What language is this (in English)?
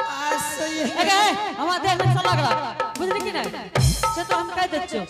Angika